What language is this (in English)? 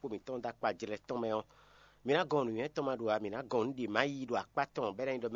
Fon